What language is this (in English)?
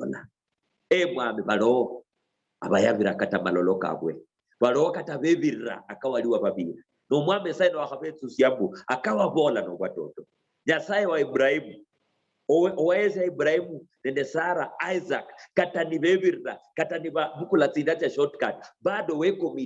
Luyia